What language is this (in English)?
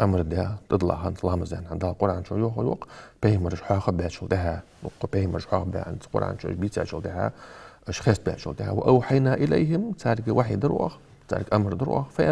Ingush